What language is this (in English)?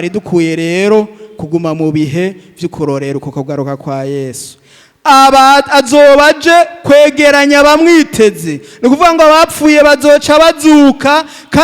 Rundi